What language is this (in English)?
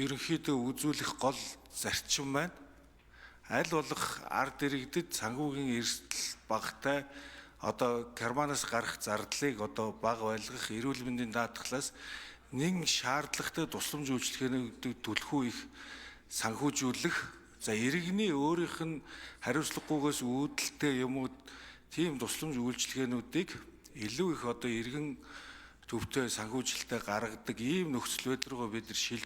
Mongolian